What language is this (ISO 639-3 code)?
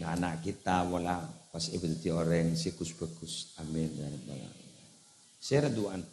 mad